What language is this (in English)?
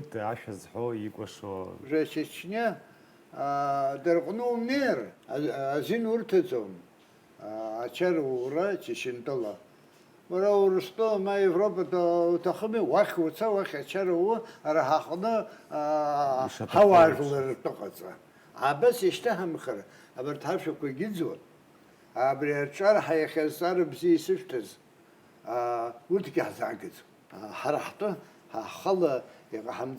Abkhazian